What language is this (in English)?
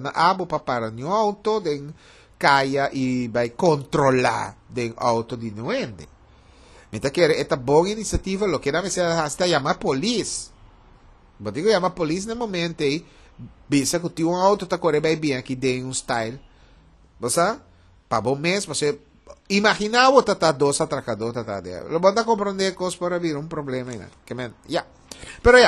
Papiamento